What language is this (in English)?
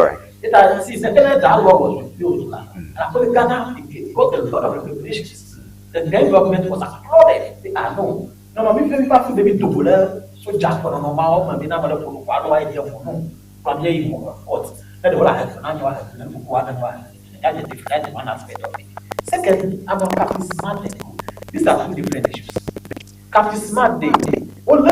Ewe